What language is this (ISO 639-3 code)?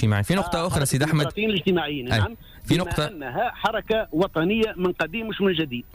aeb